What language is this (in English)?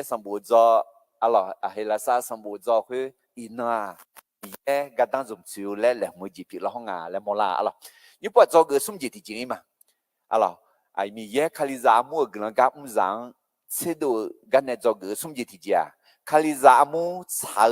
Akha